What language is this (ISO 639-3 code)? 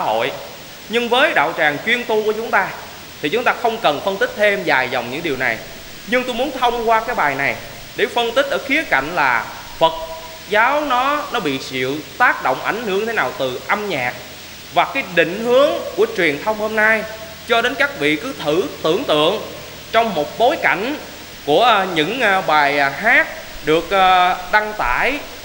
vie